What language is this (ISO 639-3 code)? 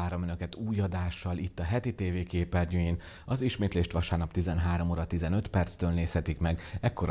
hun